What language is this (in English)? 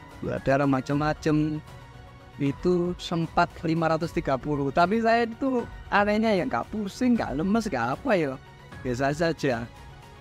Indonesian